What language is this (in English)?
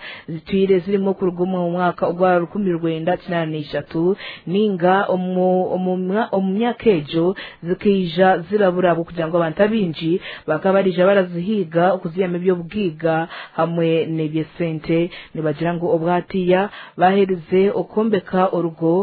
Nyankole